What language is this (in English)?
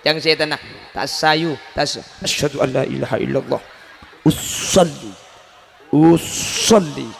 Madurese